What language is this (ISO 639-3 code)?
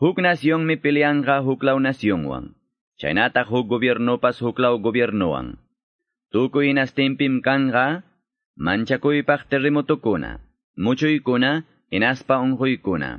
que